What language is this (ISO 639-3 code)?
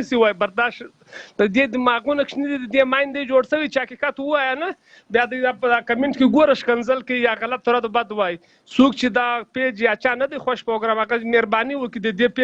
pus